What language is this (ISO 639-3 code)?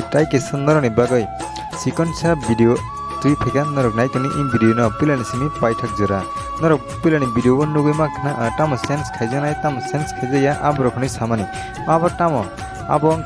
trp